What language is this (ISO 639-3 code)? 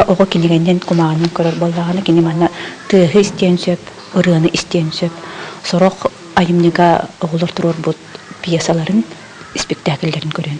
sah